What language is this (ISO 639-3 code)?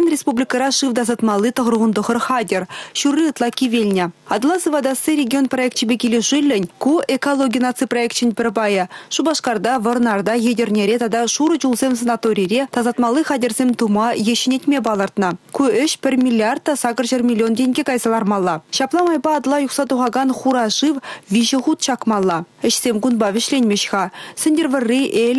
chv